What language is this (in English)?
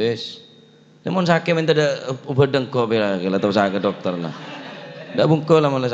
Madurese